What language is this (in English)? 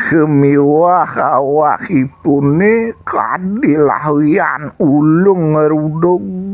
Balinese